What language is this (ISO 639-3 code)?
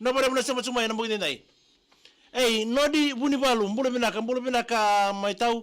fij